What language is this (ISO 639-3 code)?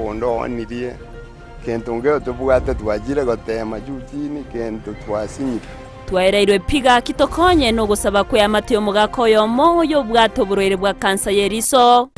guz